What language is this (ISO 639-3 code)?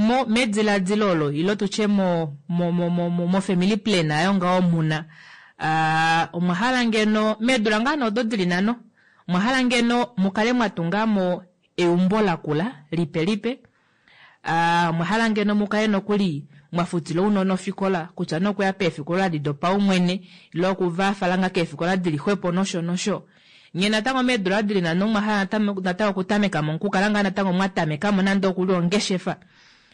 kua